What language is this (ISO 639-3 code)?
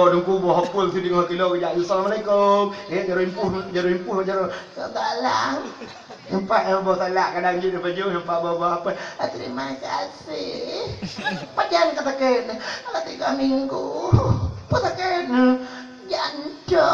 ace